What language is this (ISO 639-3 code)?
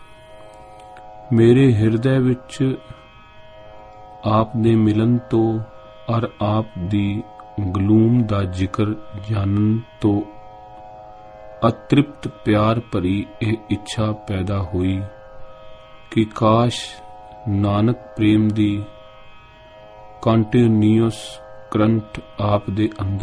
pan